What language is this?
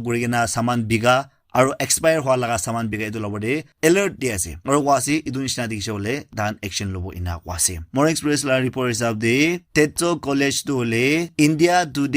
Naga Pidgin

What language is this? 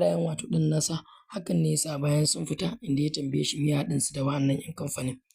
Hausa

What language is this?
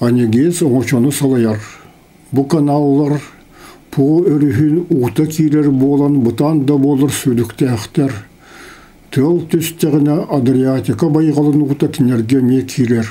Yakut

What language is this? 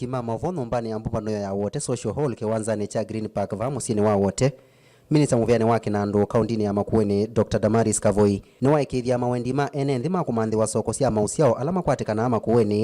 Kamba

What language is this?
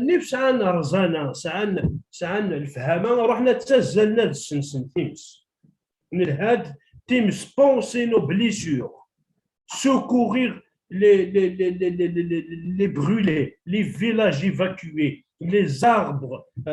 Kabyle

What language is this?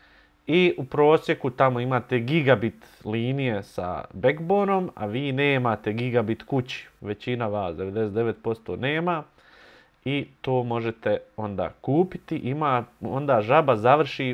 Bosnian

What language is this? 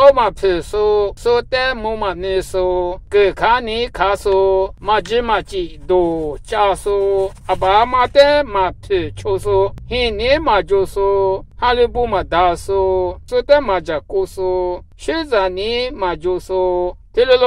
Lisu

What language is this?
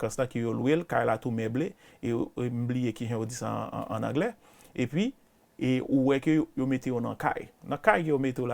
Haitian Creole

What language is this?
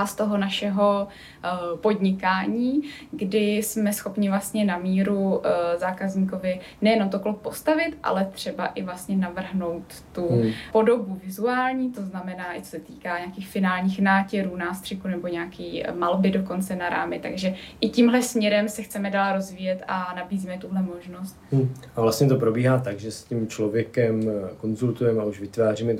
Czech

